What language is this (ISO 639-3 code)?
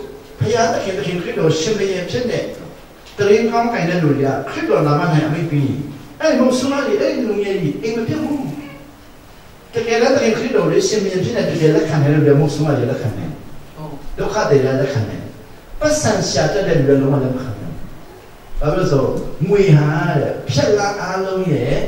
mya